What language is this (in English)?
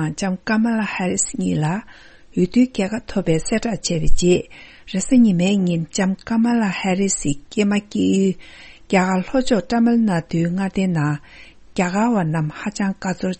Tibetan